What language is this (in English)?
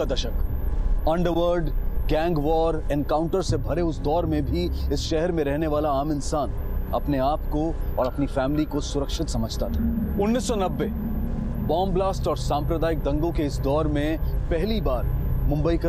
Hindi